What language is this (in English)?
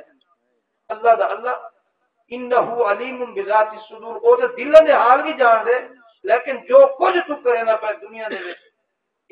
Saraiki